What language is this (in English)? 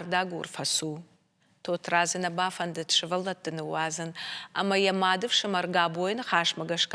Ossetic